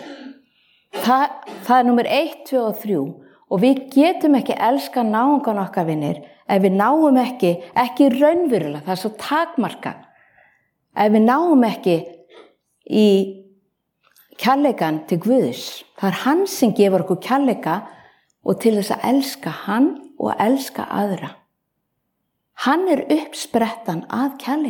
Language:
Icelandic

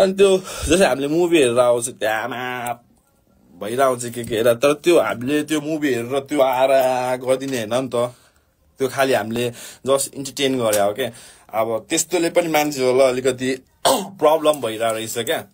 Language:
Nepali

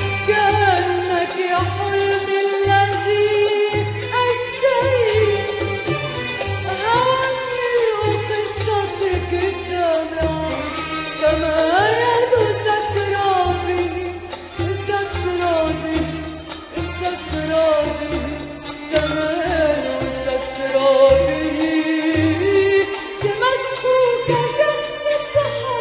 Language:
Arabic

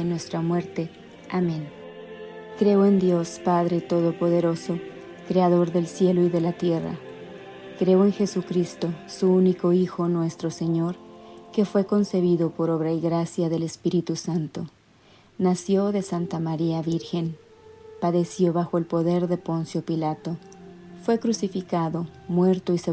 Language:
Spanish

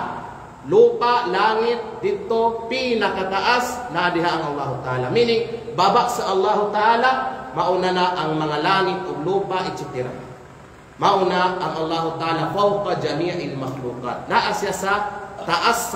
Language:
Kalagan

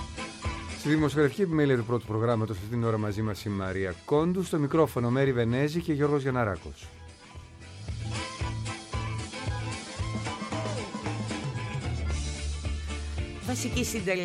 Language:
Greek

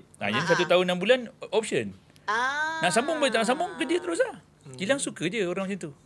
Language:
Malay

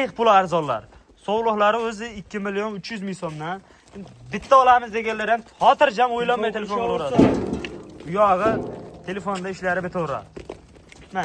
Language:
Uzbek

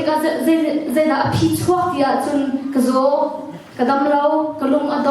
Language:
Hakha Chin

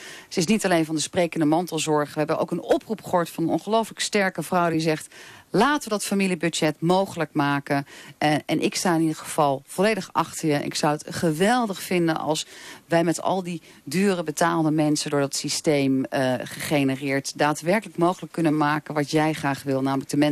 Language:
Dutch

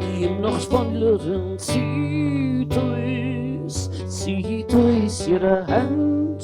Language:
Yiddish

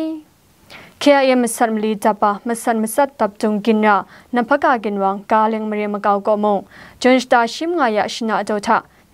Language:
Kachin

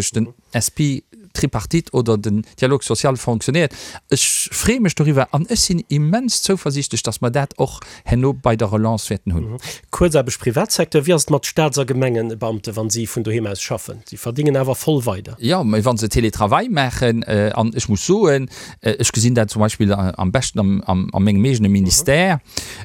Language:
Luxembourgish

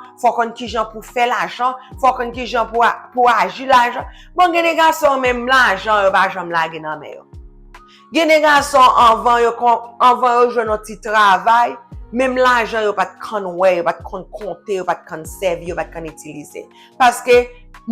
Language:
Haitian Creole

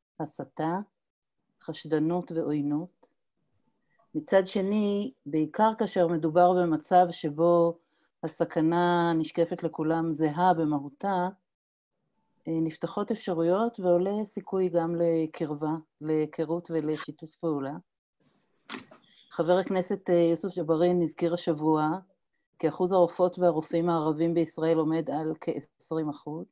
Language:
Hebrew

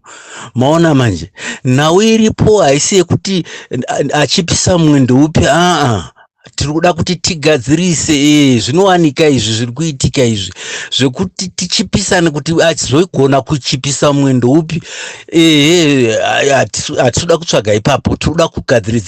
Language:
Shona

